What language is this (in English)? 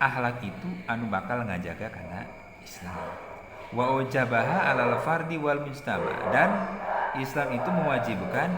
Sundanese